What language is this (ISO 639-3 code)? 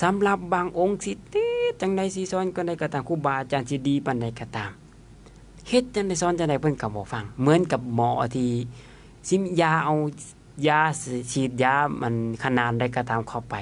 lao